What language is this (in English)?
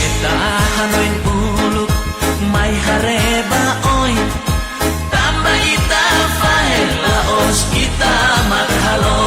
Tetum